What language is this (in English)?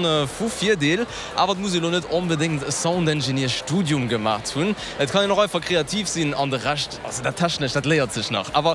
Luxembourgish